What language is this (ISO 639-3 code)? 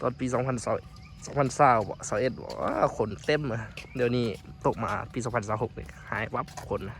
lao